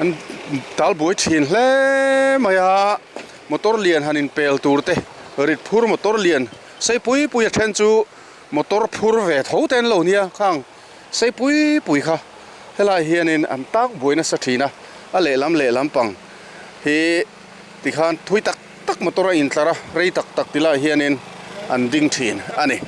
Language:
Mizo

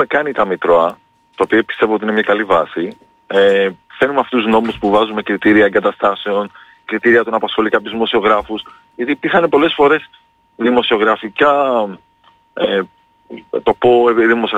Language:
Greek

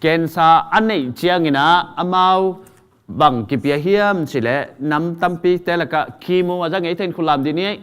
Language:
Tedim Chin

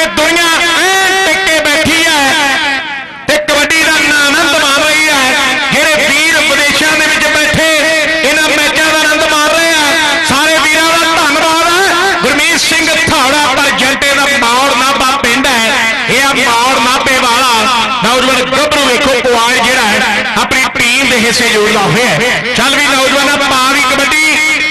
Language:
Punjabi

